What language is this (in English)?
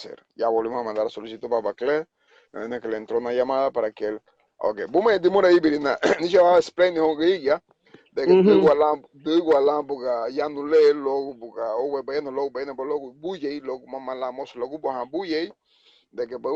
Garifuna